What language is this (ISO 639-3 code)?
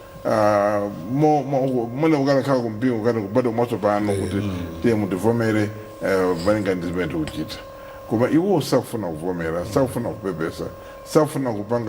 nya